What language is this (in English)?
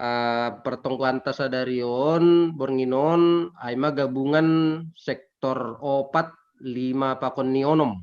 Batak Simalungun